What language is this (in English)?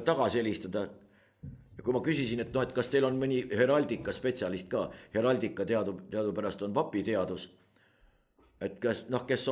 Estonian